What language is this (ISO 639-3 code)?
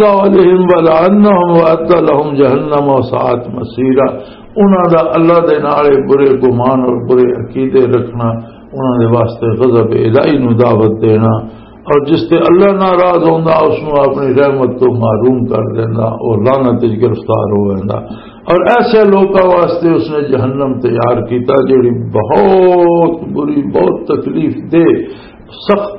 lah